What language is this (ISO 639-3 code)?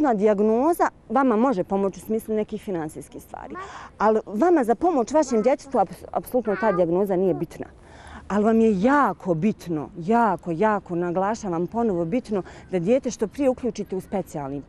bos